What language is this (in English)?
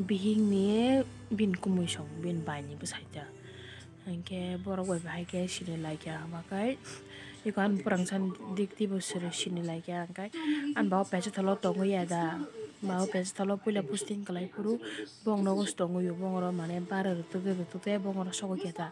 Kok Borok